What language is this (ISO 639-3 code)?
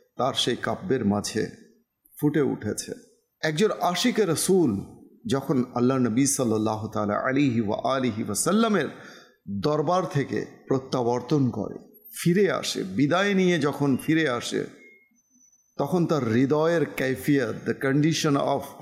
ben